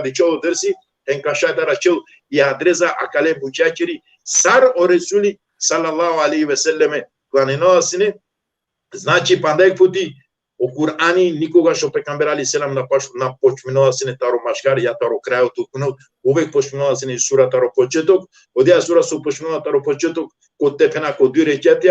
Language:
Balkan Romani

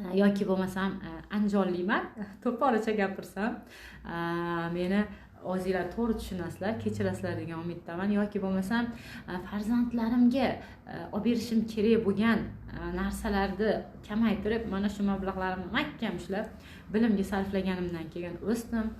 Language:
Uzbek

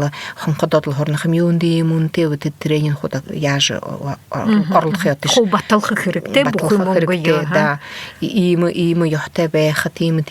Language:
Buriat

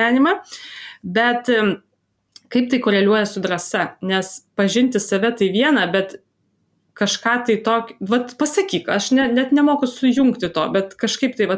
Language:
Lithuanian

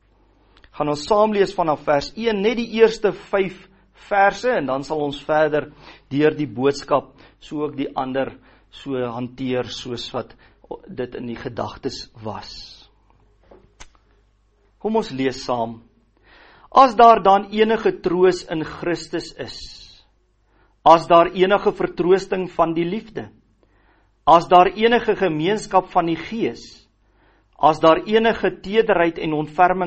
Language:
Afrikaans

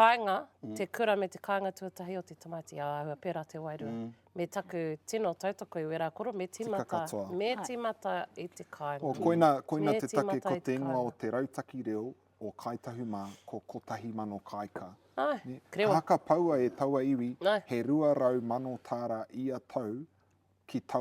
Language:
Māori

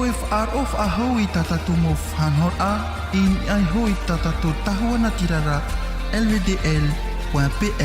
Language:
Tahitian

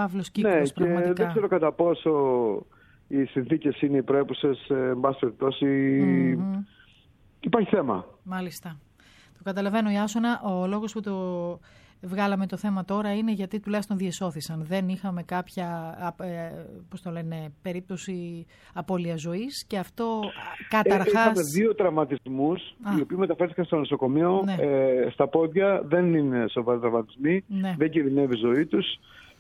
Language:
Greek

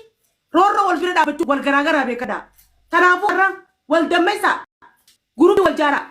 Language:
Oromo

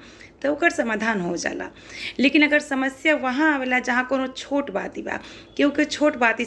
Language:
Bhojpuri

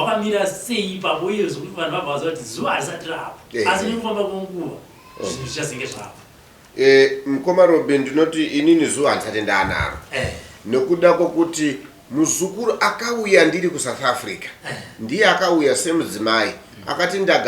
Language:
Shona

